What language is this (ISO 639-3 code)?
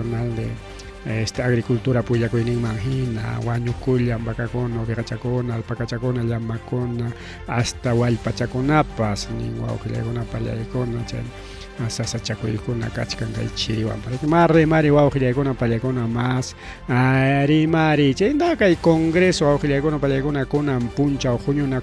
quy